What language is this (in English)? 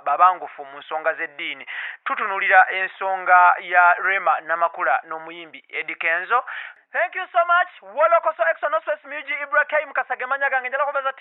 Ganda